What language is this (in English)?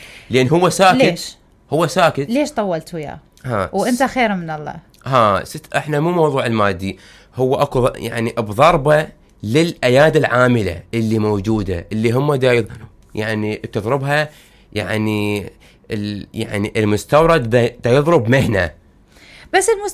Mesopotamian Arabic